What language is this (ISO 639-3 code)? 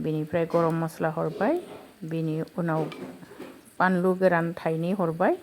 brx